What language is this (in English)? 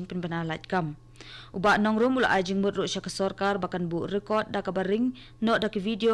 Khasi